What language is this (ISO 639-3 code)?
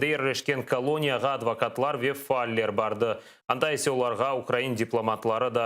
crh